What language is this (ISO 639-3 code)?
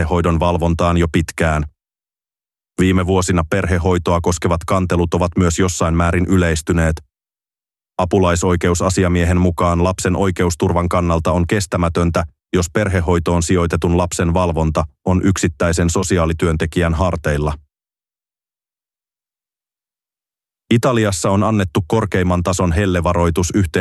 fin